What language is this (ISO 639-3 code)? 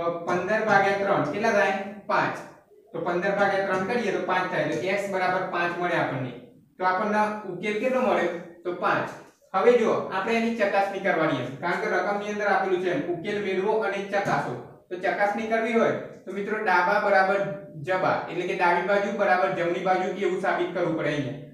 guj